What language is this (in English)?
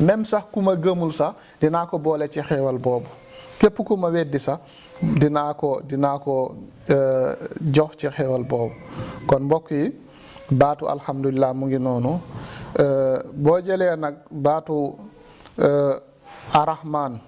Wolof